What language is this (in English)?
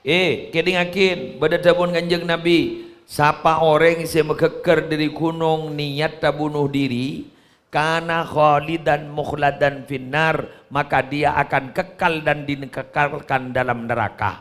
Madurese